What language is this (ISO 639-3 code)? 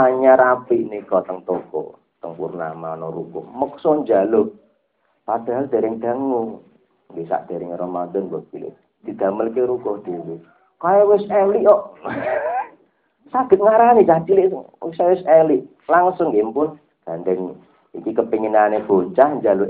jav